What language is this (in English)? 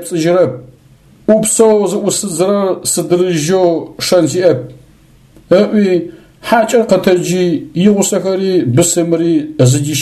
Adyghe